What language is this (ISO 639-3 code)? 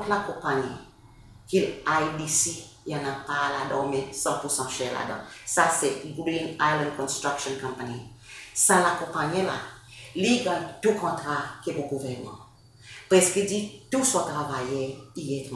crs